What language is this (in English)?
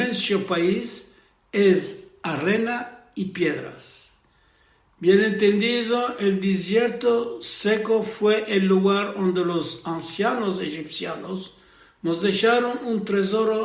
Ladino